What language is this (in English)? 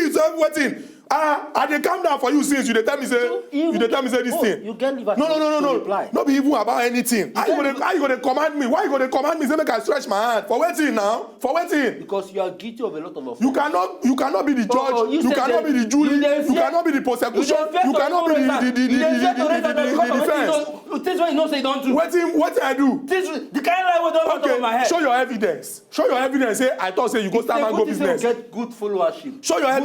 Nigerian Pidgin